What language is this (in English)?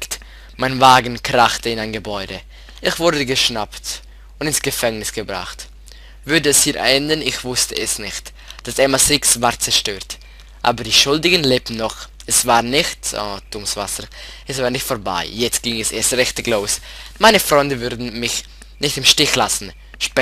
Swiss German